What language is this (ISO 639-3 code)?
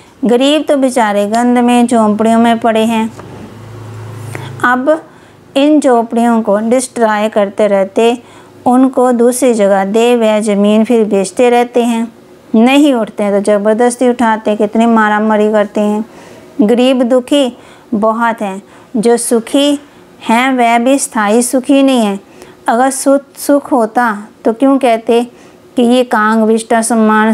hin